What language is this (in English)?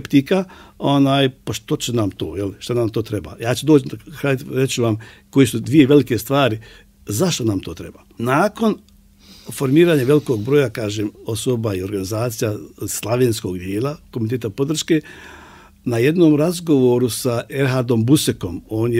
Bosnian